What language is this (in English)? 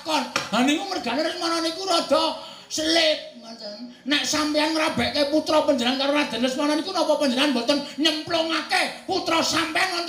Javanese